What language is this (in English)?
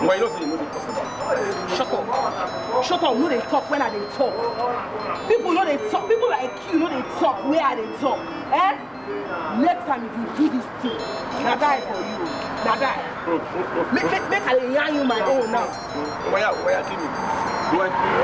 Nigerian Pidgin